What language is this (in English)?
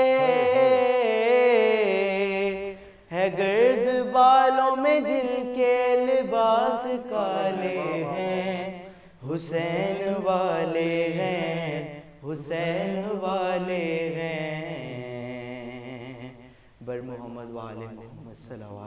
Urdu